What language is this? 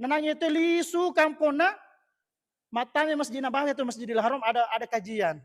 Buginese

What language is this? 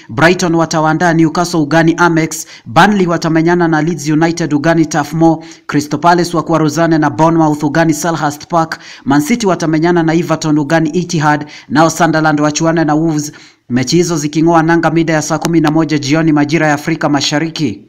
Swahili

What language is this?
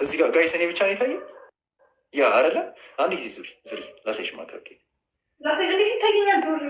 Amharic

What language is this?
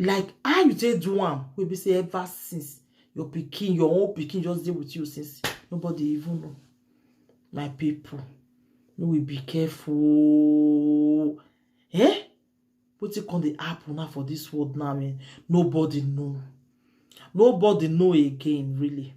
Nigerian Pidgin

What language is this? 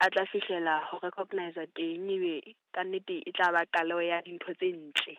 Southern Sotho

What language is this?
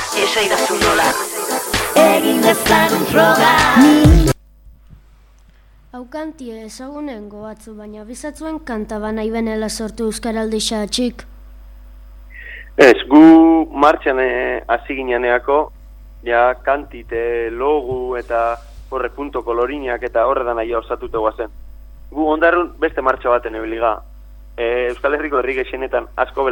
Basque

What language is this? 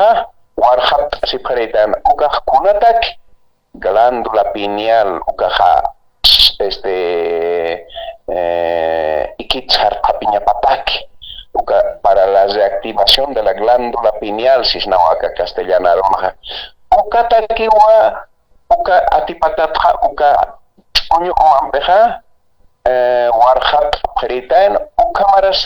Aymara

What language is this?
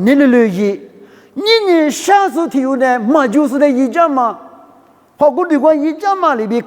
Lisu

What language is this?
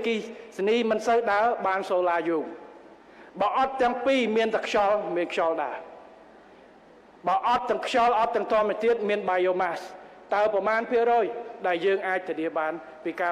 Khmer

